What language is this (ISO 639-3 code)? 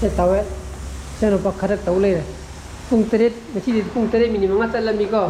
mni